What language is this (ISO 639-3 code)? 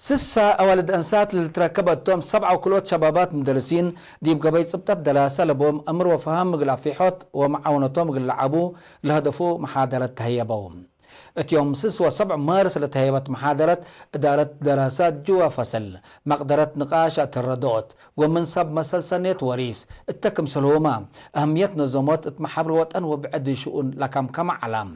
tig